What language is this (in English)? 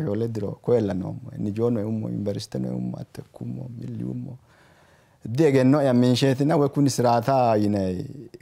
Sidamo